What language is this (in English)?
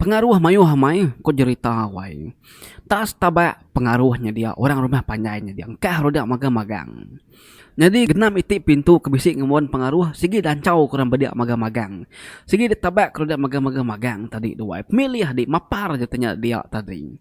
Iban